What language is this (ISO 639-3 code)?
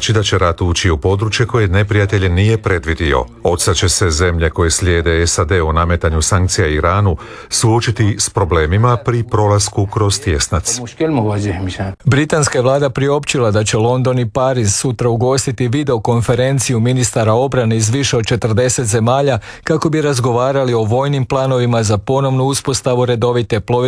hrv